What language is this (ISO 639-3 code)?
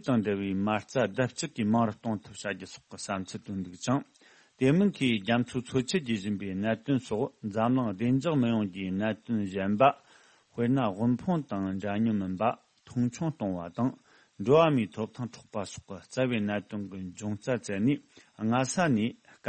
bod